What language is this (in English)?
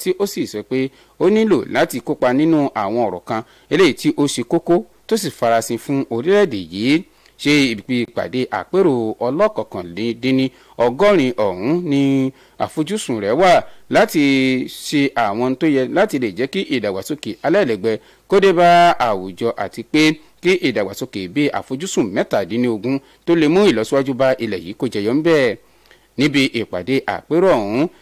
Yoruba